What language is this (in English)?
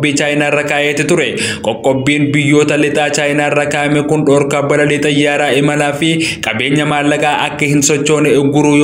Oromo